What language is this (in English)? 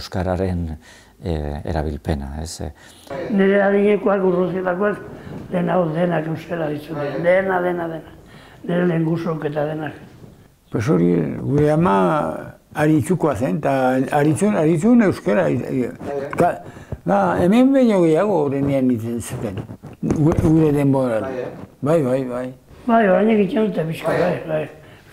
Basque